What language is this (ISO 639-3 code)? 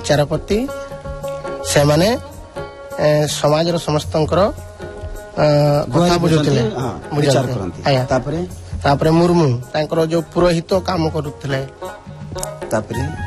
ori